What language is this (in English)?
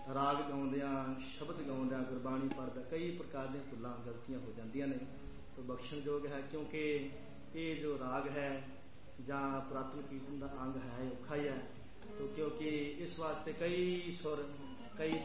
Punjabi